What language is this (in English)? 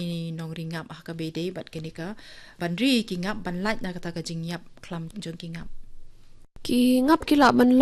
Khasi